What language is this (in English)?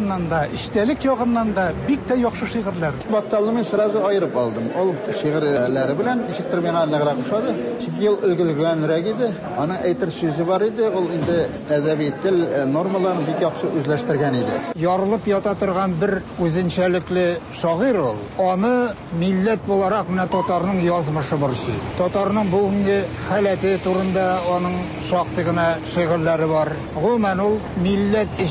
Tatar